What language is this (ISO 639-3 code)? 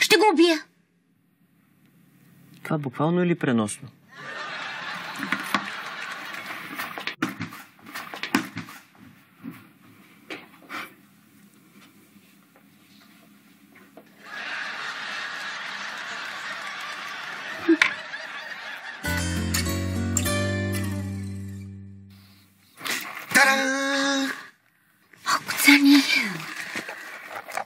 bul